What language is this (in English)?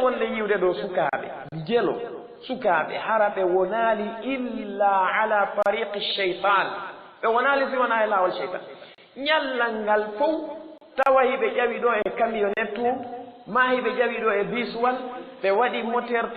Fula